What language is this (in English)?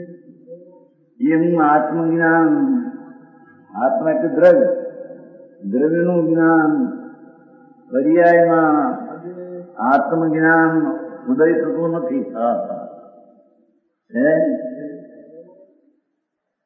Gujarati